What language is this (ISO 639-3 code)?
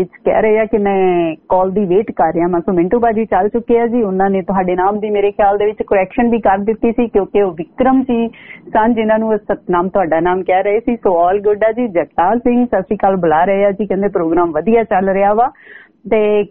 pan